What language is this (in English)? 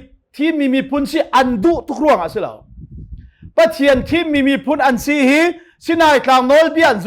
Hakha Chin